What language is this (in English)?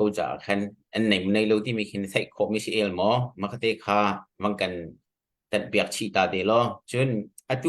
Hakha Chin